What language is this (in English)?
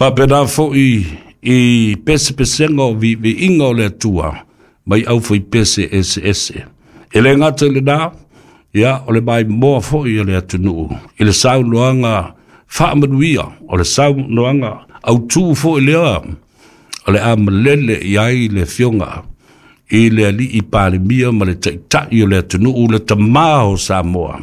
Samoan